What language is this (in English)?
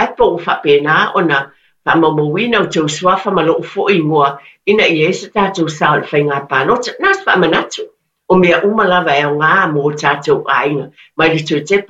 Samoan